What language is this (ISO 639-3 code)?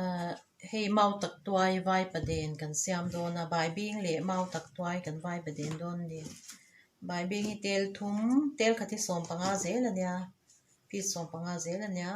lus